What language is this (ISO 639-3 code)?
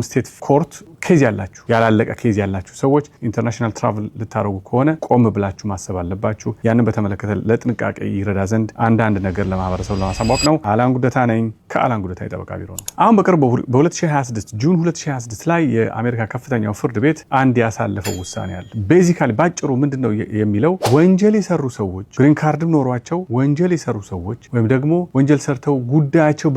amh